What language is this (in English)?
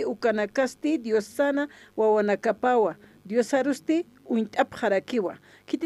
Aymara